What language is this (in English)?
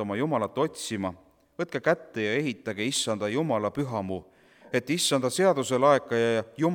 Estonian